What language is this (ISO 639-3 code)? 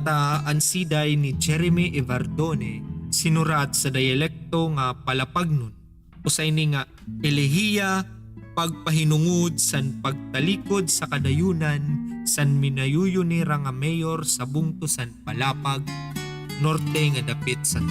war